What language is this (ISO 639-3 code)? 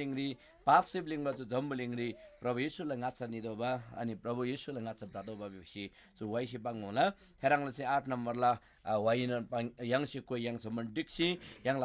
taj